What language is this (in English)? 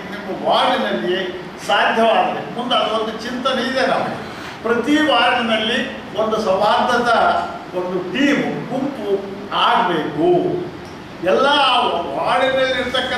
Kannada